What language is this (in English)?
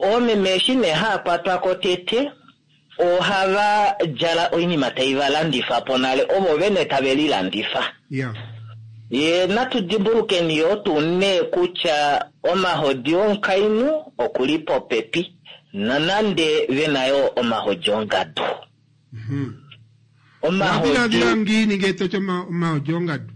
Kuanyama